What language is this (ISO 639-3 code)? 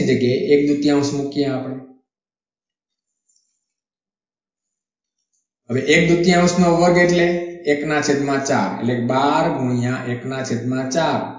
guj